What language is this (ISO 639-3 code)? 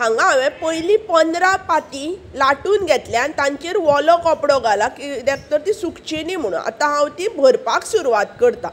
kok